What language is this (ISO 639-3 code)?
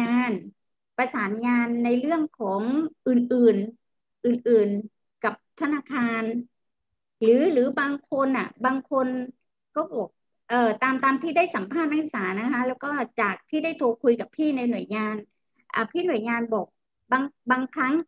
tha